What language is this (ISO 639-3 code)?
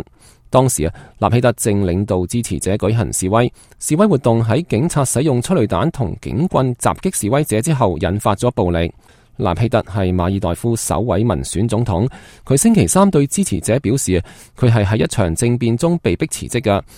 yue